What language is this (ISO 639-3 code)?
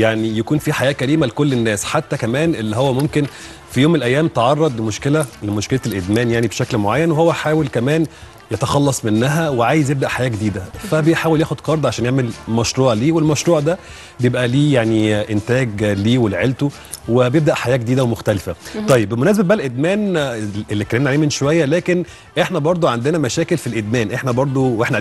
arz